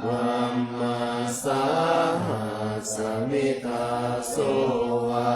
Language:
Pali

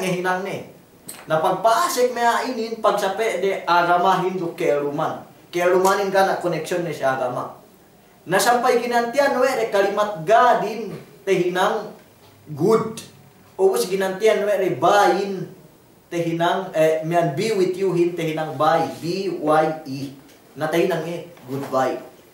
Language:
Yakan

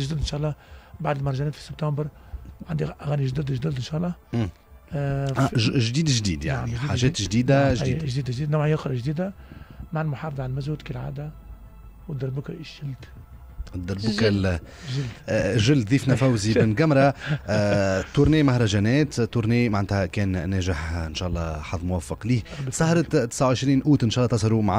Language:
Tunisian Arabic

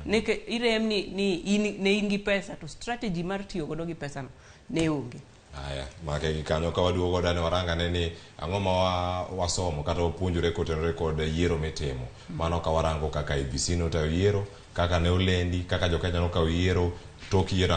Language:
Luo (Kenya and Tanzania)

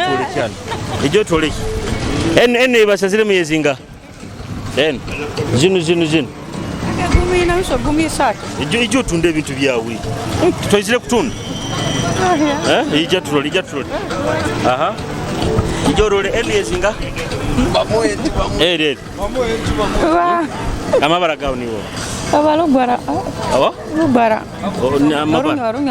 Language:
Nyoro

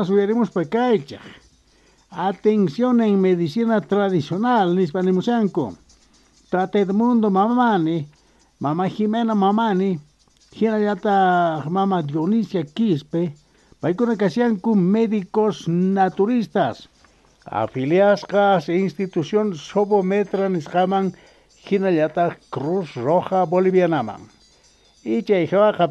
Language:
Quechua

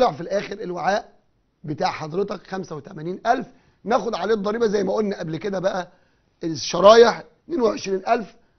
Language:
Egyptian Arabic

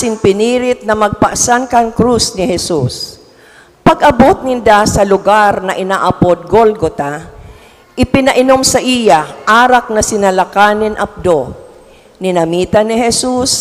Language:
Bikol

